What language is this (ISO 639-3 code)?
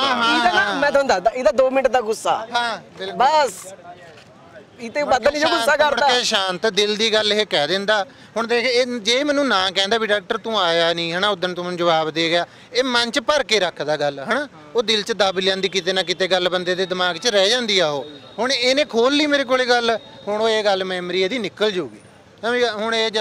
pan